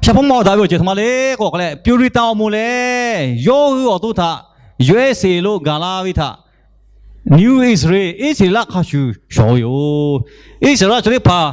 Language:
Lahu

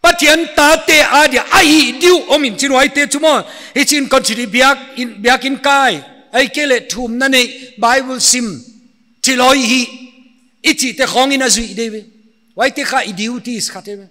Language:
Paite Chin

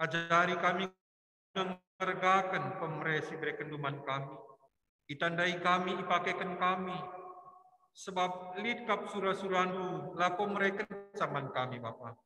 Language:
Batak Karo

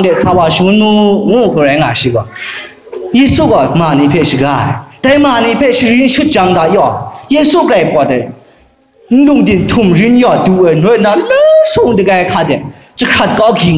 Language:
Kachin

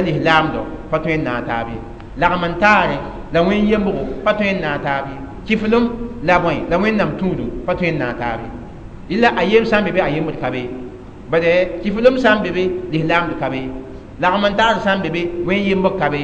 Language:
Mossi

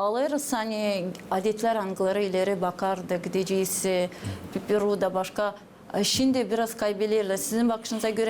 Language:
Gagauz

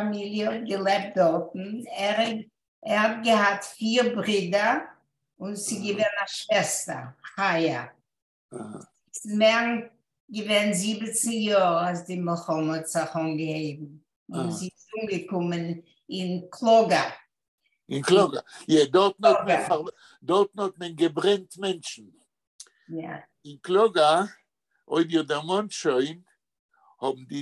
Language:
Yiddish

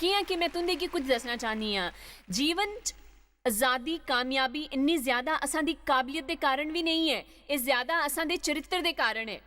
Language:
Dogri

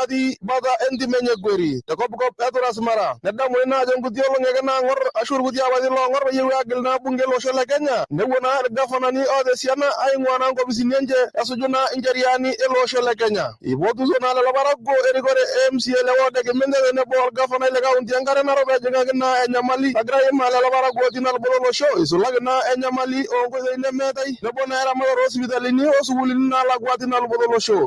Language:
Masai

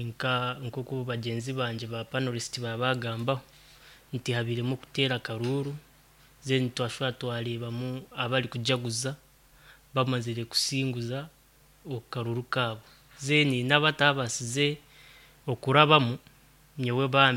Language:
Nyankole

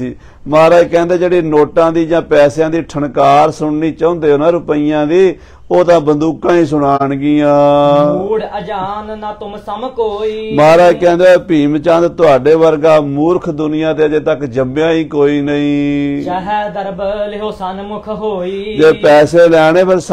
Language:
Punjabi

